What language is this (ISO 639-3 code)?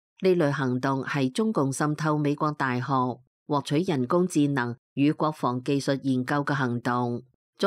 yue